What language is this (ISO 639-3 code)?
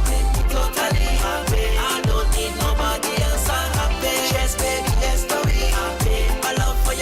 mfe